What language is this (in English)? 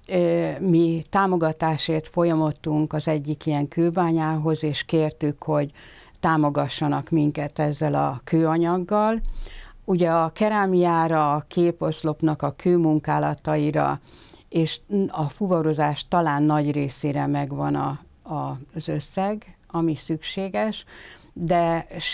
Hungarian